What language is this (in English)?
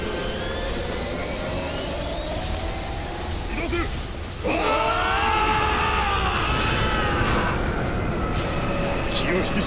Japanese